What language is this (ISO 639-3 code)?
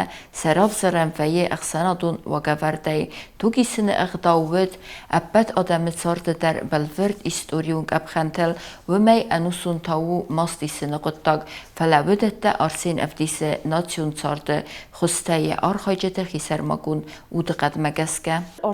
oss